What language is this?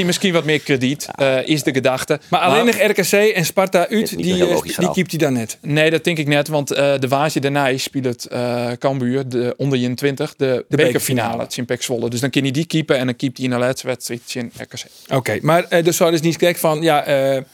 Western Frisian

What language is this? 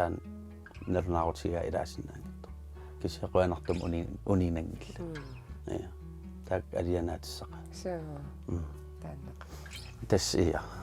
Kalaallisut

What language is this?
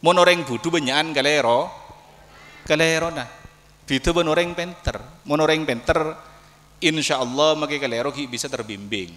Madurese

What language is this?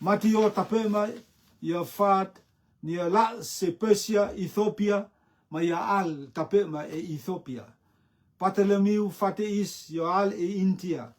Rotuman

